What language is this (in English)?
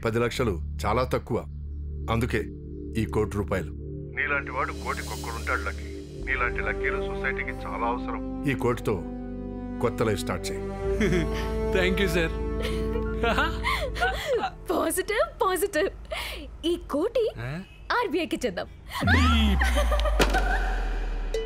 Telugu